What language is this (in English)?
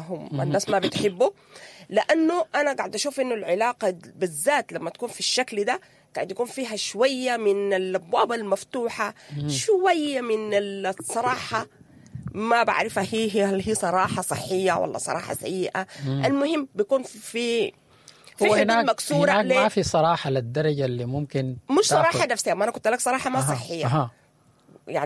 Sudanese Arabic